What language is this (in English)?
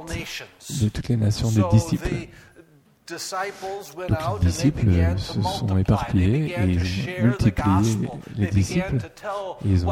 French